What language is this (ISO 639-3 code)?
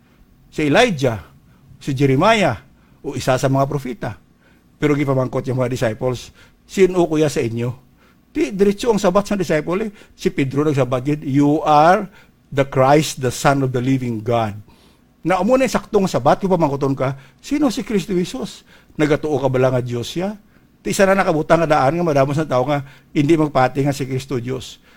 hil